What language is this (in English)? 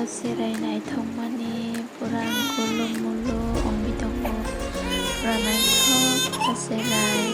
Kok Borok